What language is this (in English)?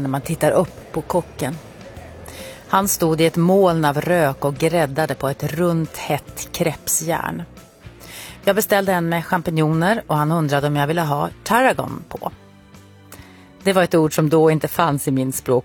Swedish